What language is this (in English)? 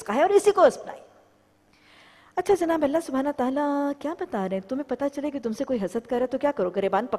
Urdu